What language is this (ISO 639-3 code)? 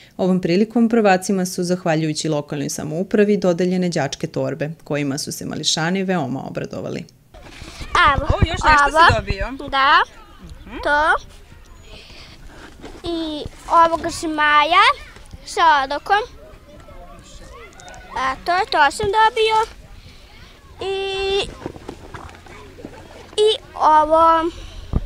srp